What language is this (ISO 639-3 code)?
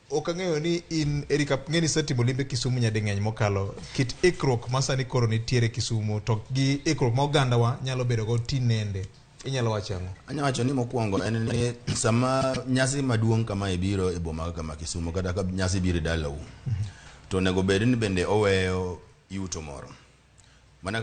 luo